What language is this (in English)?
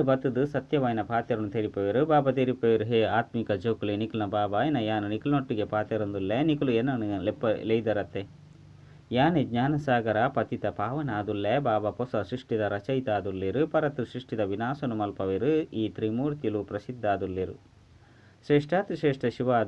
Tulu